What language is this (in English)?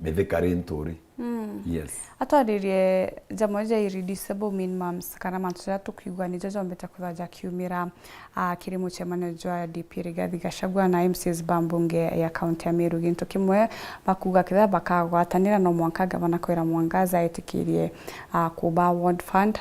Meru